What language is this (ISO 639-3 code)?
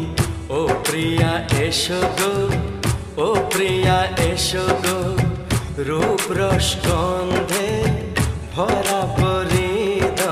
ben